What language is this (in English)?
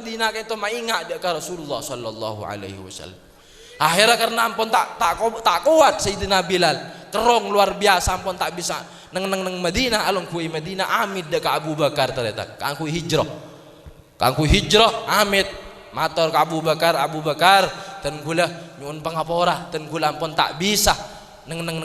Madurese